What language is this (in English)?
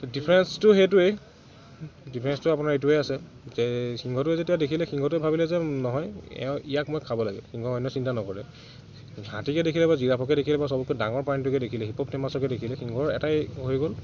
Assamese